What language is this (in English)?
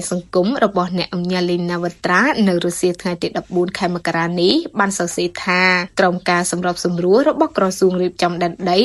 Khmer